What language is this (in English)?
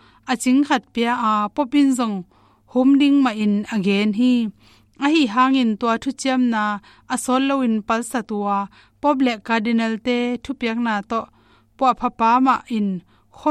Tedim Chin